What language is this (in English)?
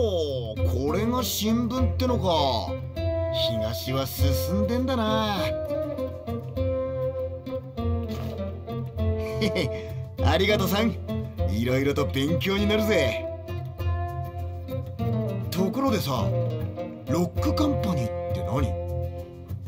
Japanese